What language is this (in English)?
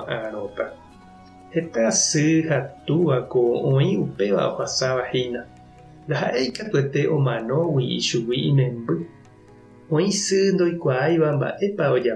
Guarani